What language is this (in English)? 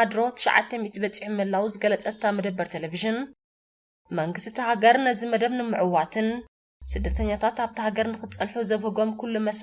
Tigrinya